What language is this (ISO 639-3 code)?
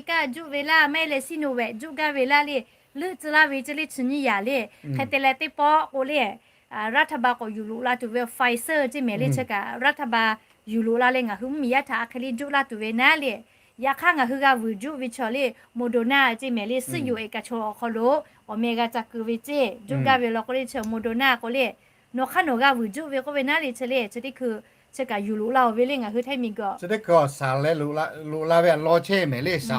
lhu